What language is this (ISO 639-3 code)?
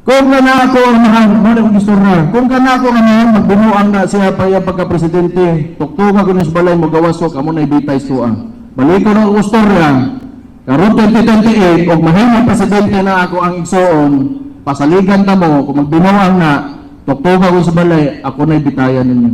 ceb